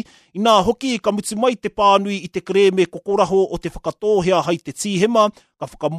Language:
Māori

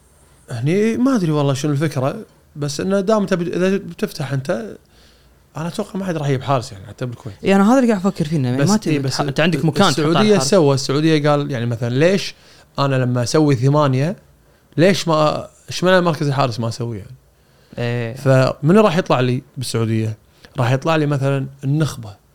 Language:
Gulf Arabic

